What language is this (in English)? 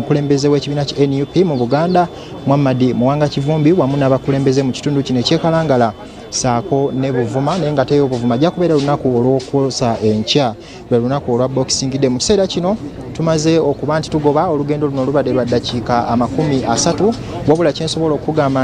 Ganda